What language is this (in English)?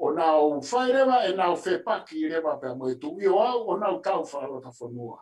Tongan